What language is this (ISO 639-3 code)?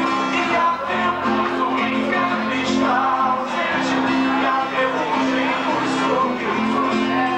por